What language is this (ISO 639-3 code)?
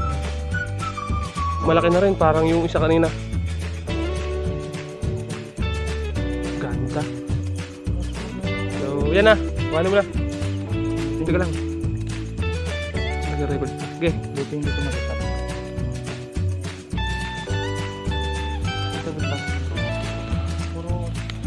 fil